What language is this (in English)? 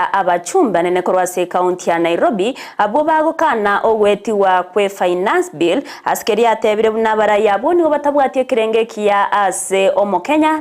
Gusii